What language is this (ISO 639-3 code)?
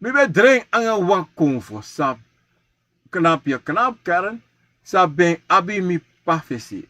srn